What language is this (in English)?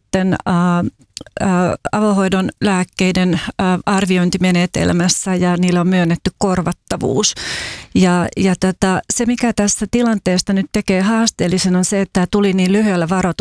Finnish